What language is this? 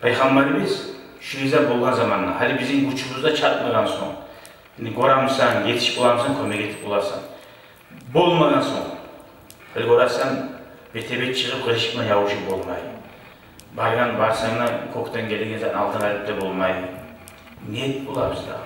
Kumyk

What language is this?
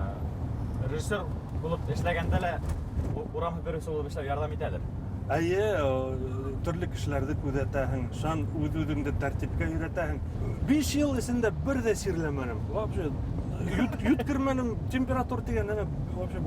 Bashkir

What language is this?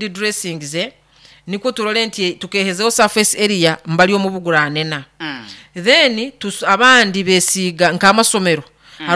Nyoro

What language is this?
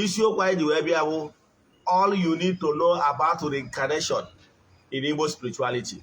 Igbo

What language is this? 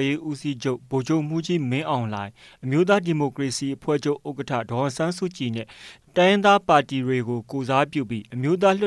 Burmese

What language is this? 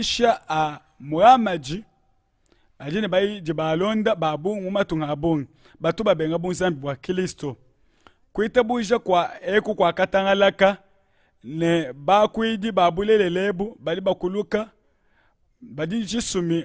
Luba-Lulua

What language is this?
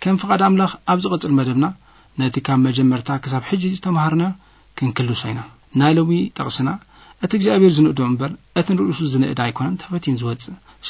Tigrinya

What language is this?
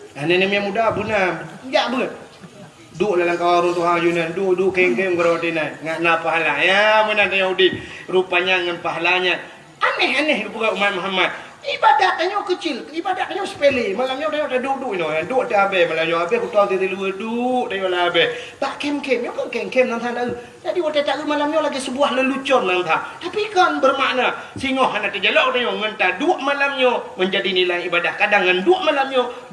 Achinese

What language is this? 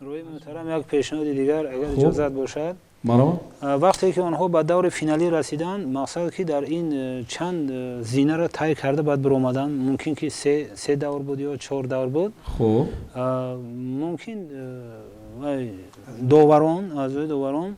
Tajik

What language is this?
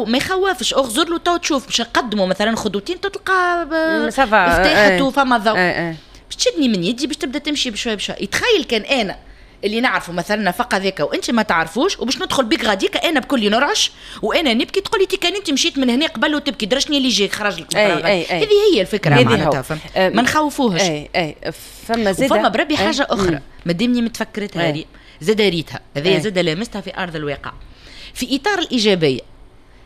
Tunisian Arabic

